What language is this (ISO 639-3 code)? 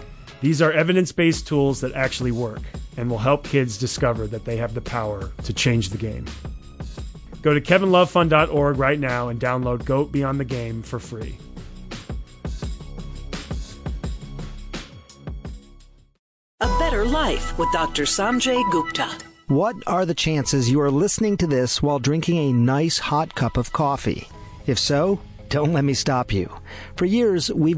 eng